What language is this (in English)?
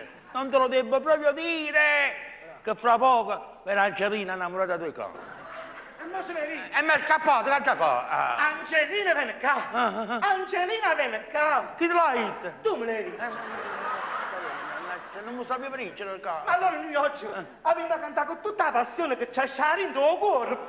Neapolitan